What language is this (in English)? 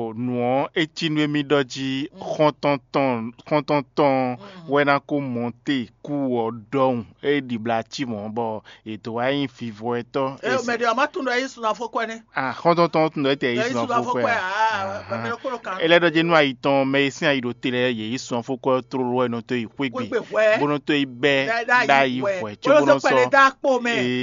Fon